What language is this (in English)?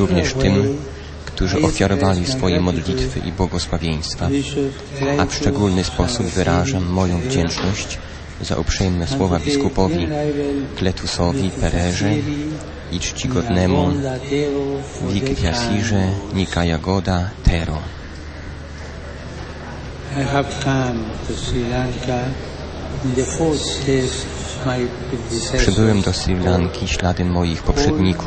Polish